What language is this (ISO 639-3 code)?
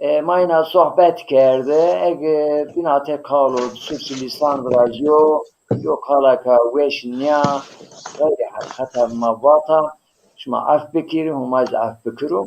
zza